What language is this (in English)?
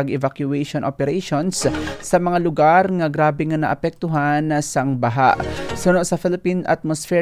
Hiligaynon